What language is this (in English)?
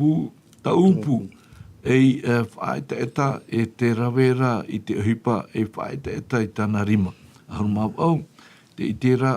Tahitian